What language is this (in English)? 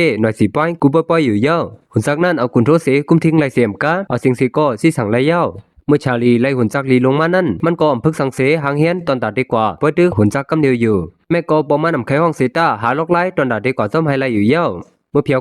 Shan